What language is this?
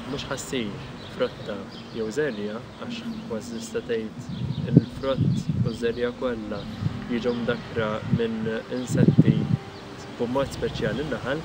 Maltese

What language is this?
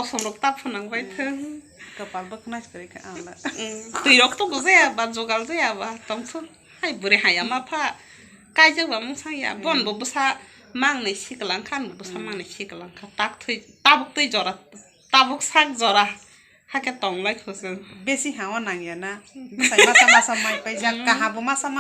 Kok Borok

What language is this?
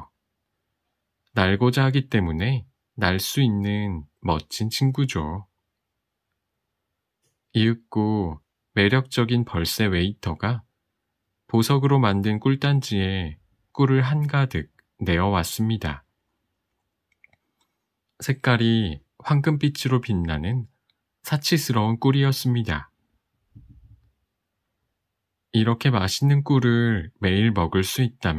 Korean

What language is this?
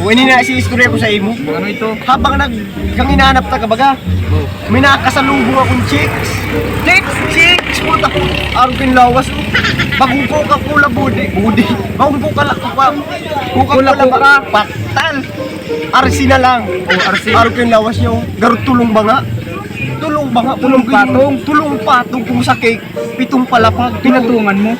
Bikol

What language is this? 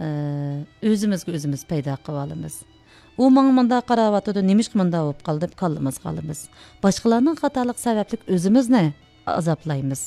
Uyghur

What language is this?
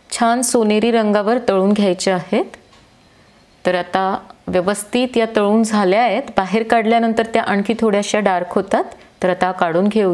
Marathi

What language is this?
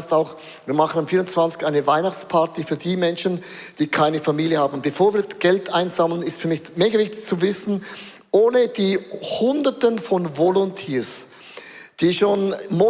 Swiss German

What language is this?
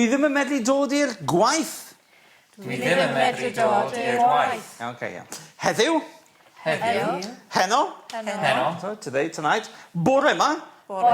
Welsh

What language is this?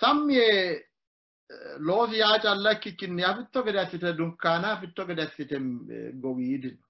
Sidamo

